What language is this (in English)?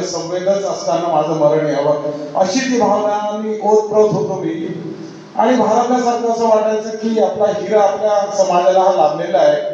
Marathi